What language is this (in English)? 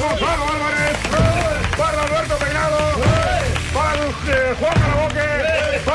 Catalan